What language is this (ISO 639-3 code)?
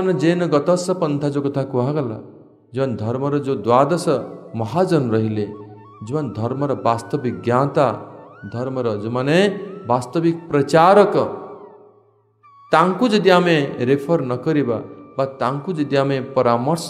ori